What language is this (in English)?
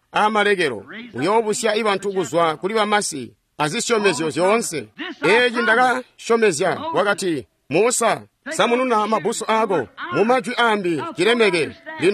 Tonga (Zambia)